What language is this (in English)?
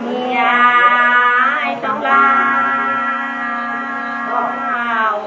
Nung (Viet Nam)